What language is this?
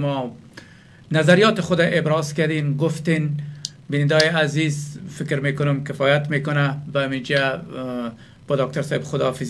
Persian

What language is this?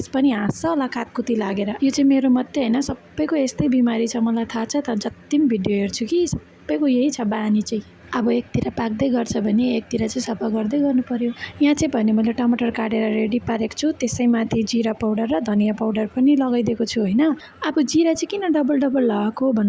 Nepali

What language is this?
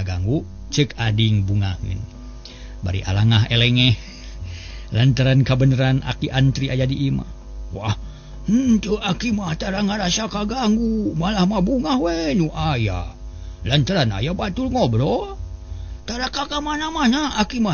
Sundanese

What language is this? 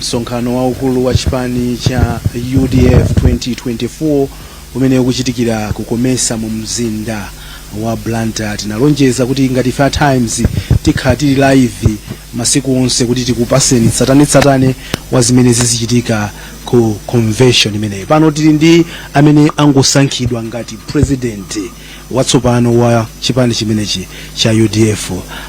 Nyanja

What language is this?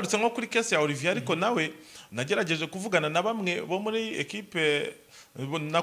Kinyarwanda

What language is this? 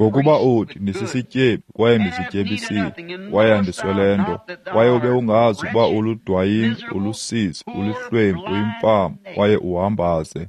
Xhosa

